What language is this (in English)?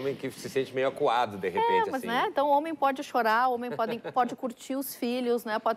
Portuguese